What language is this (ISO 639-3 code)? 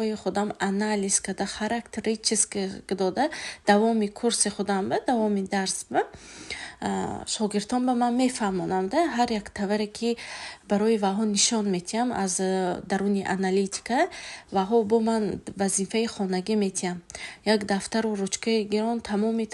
tgk